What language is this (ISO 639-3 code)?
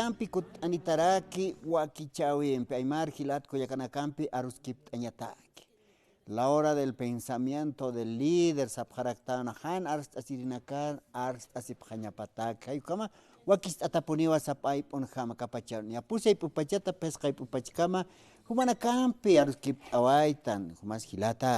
aym